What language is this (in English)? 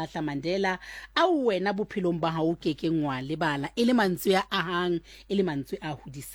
Southern Sotho